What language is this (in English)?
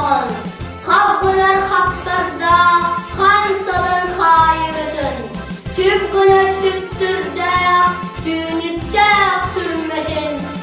Yakut